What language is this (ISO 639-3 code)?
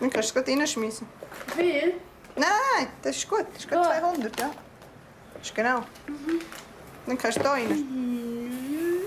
roh